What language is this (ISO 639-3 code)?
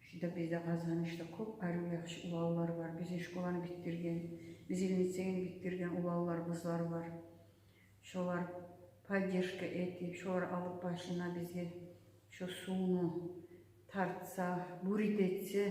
kum